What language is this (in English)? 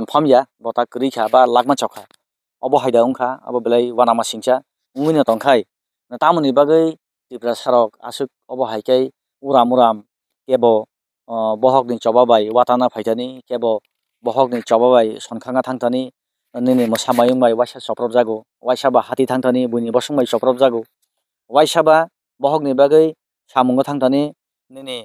Kok Borok